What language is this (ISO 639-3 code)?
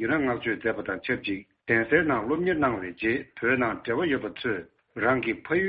bod